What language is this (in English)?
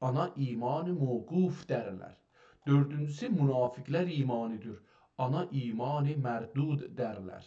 South Azerbaijani